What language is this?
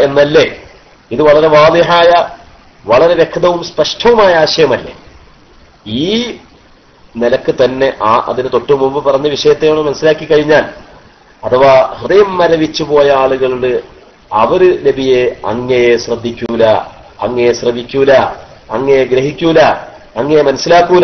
Malayalam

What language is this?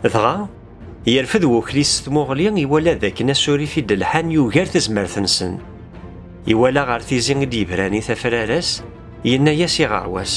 Kabyle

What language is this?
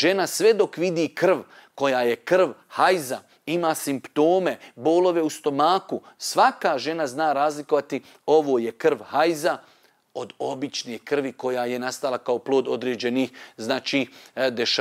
Bosnian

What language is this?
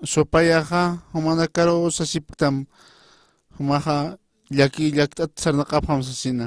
Aymara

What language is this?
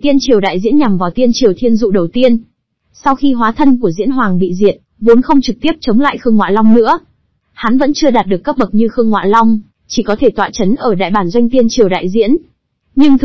Vietnamese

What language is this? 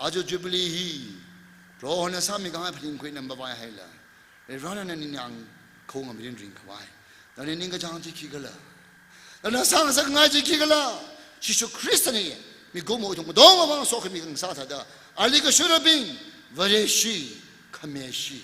Tangkhul Naga (India)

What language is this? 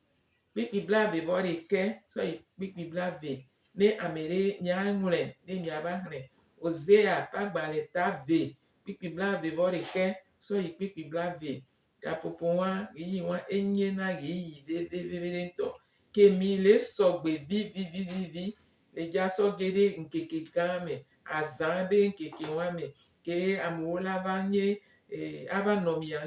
Gen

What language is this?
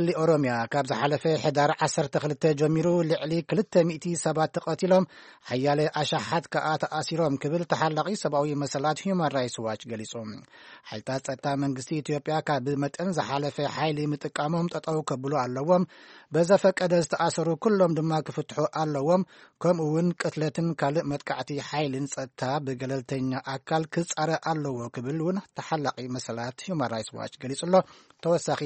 Tigrinya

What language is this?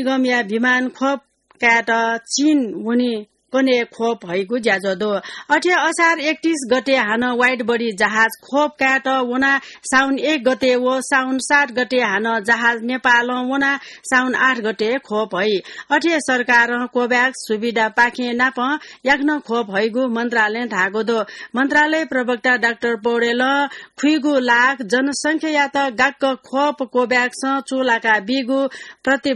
Newari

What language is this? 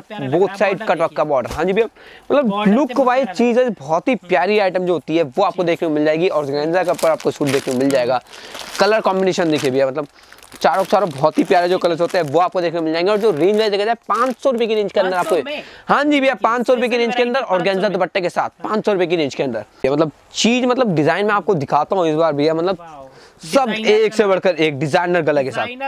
Hindi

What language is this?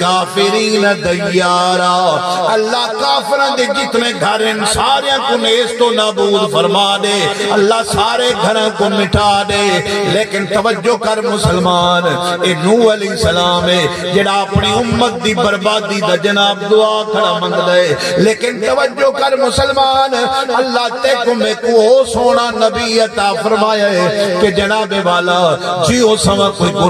Saraiki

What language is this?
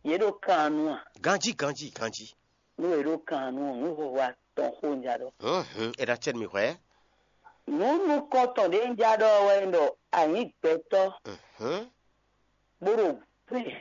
Fon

